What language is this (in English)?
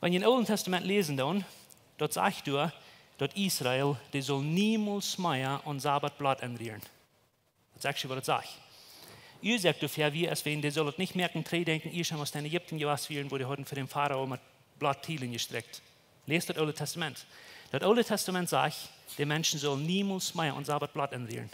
Plautdietsch